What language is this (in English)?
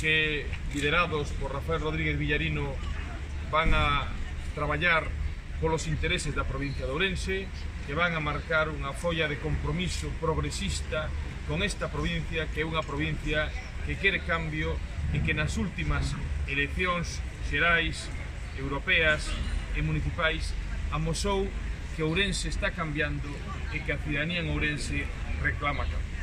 Galician